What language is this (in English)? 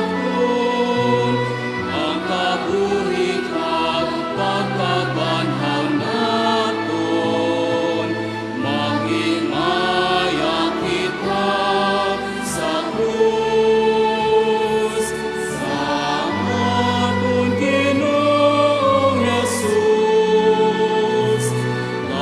Hiligaynon